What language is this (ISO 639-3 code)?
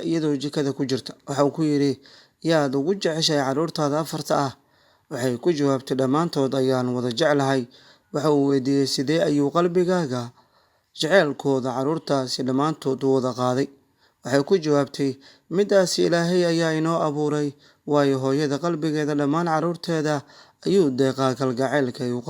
som